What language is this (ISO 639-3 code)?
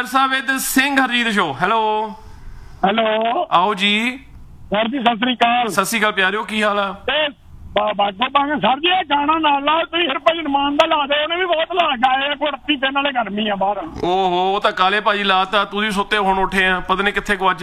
pan